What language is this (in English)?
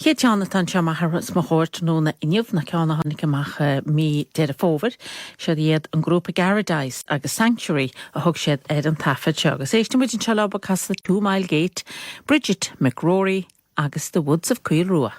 Irish